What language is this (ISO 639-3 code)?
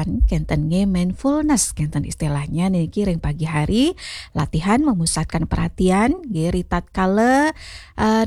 ban